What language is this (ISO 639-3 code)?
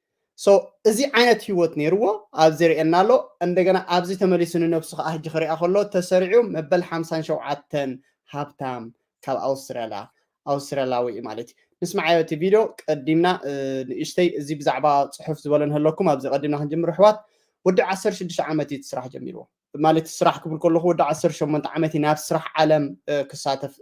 tir